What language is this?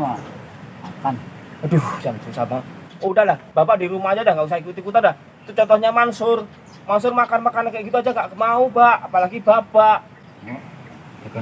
Betawi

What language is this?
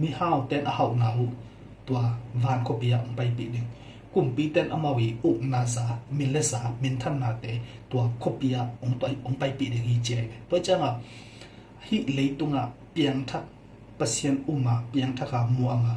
Tedim Chin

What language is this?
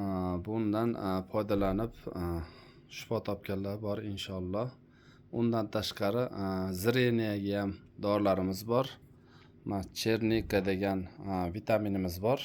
Uzbek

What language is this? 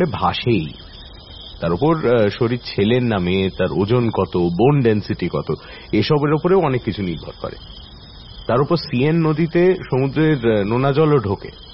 Bangla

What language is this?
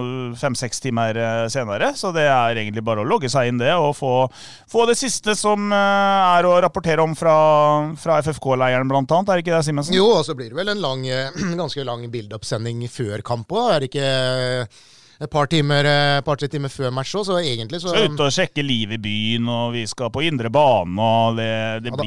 Norwegian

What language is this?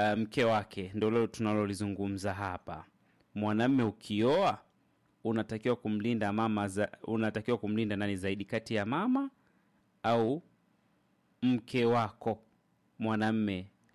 Swahili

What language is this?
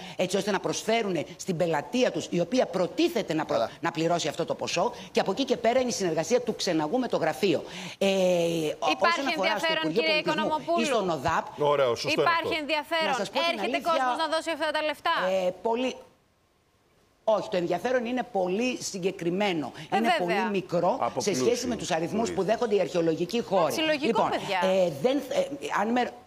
Greek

